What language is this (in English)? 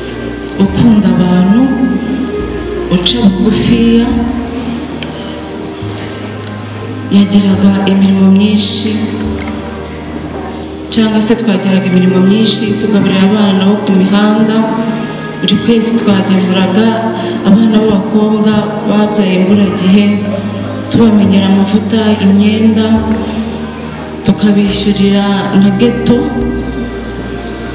Kinyarwanda